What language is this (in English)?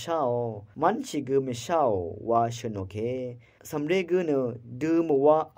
Rawang